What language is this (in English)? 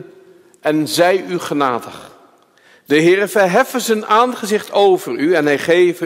Dutch